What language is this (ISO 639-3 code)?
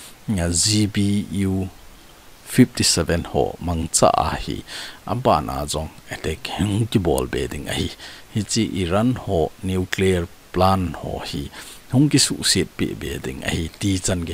tcz